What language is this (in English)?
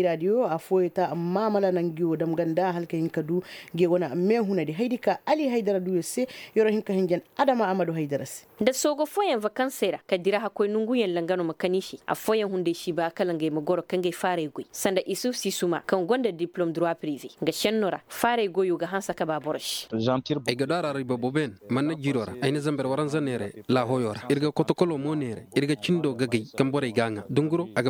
Koyraboro Senni